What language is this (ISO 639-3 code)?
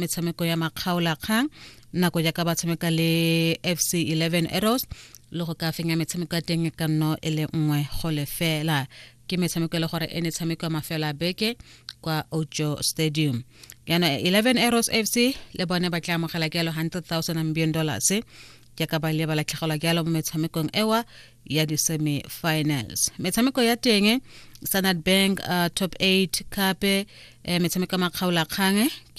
tsn